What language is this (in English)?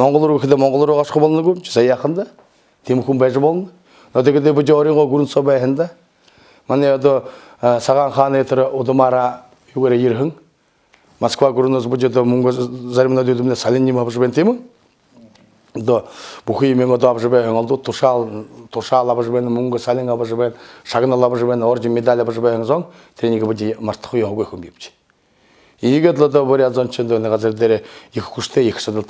Buriat